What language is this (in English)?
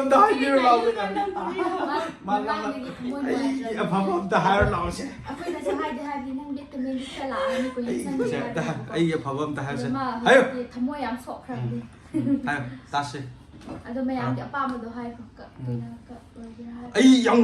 Manipuri